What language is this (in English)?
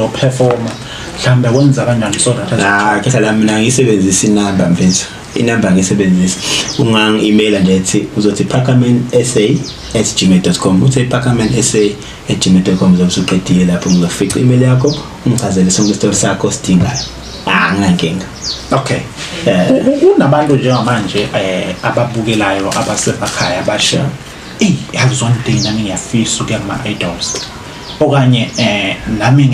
Zulu